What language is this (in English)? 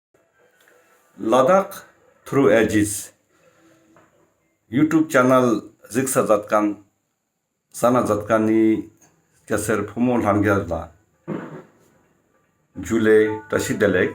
Ladakhi